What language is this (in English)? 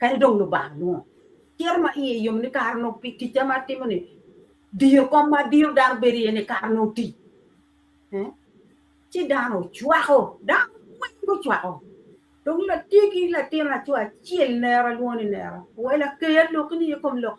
Acoli